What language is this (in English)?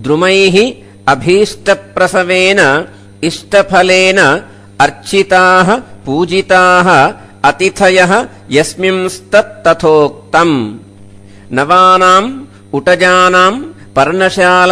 Sanskrit